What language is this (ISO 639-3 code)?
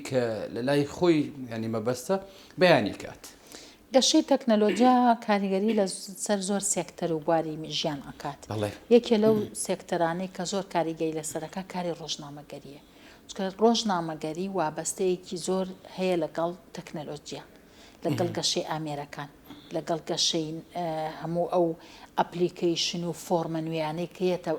ckb